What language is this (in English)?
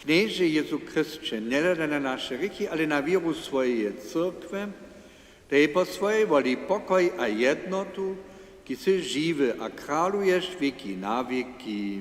Upper Sorbian